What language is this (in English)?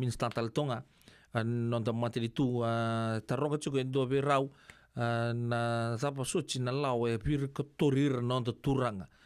Fijian